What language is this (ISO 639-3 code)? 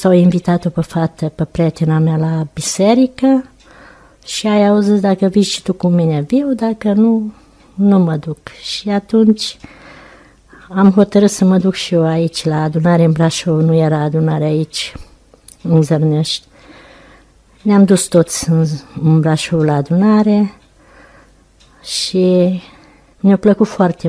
ron